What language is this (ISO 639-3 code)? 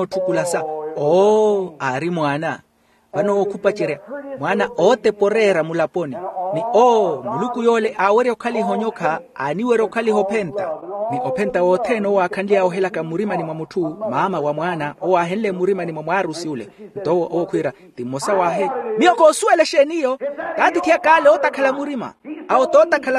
vmw